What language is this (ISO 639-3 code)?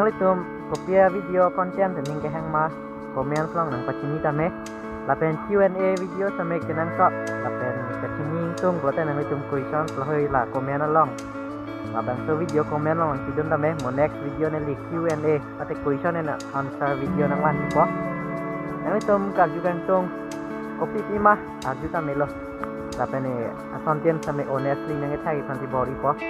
mjw